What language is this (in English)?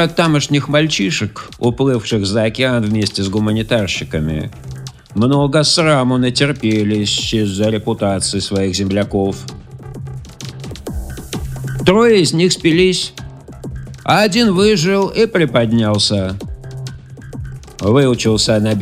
Russian